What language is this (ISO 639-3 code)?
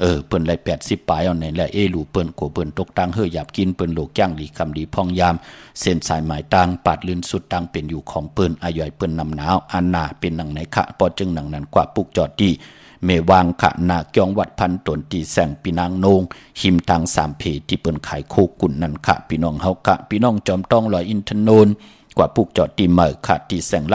shn